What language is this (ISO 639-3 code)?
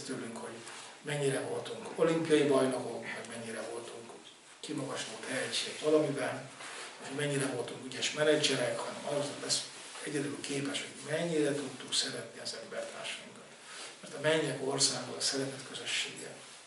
hun